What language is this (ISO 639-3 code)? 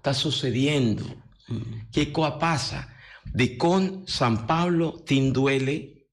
pap